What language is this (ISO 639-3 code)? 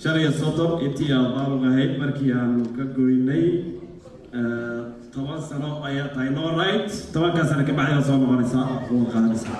som